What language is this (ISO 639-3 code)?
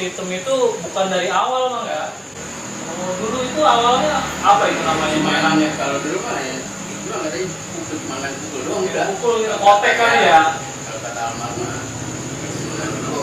bew